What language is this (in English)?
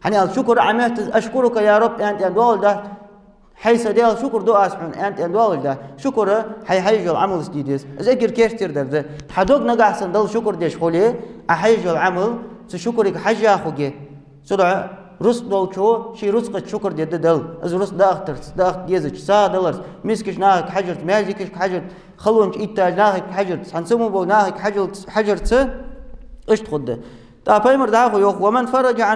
Ingush